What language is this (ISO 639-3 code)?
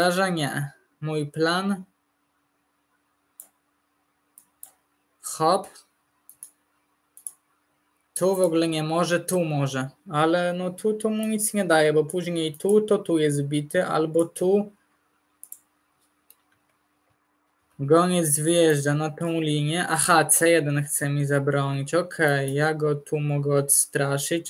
pol